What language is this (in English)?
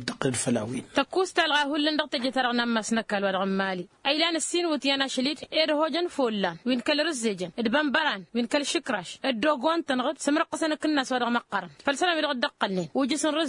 Tamasheq